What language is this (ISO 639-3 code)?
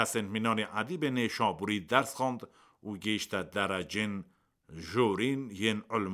kur